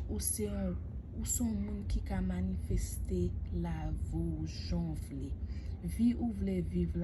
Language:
Haitian Creole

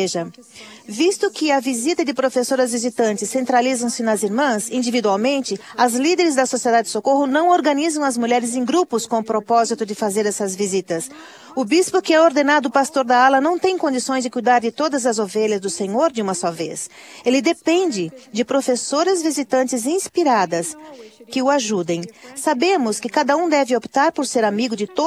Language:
Portuguese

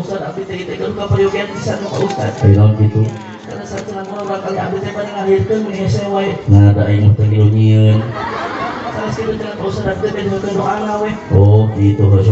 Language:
Sundanese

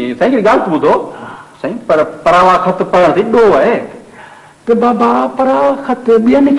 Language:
Sindhi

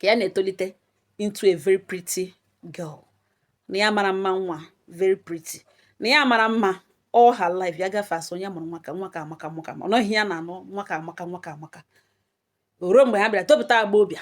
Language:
Igbo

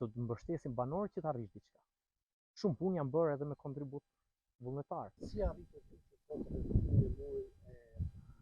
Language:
Albanian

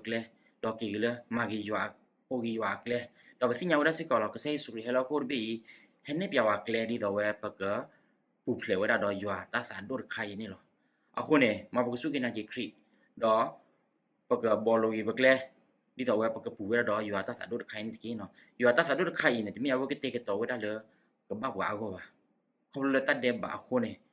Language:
S'gaw Karen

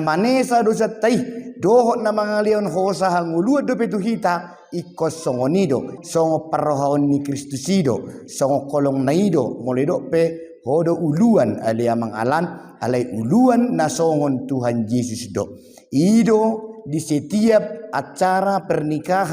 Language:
Batak Toba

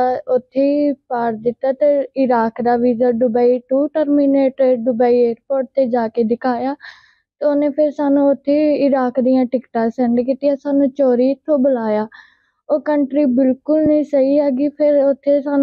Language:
Punjabi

